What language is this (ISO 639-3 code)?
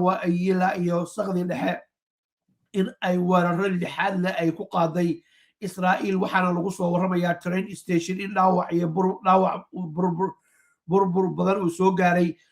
som